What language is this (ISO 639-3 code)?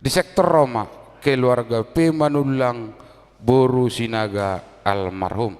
bbc